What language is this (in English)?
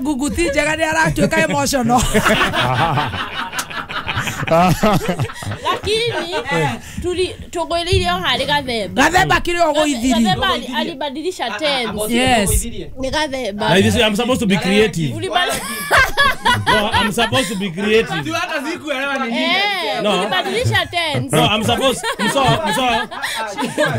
Kikuyu